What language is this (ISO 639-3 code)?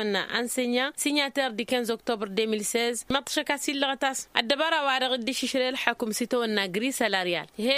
taq